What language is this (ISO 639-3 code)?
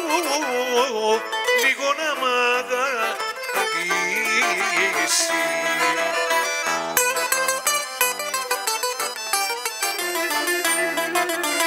ell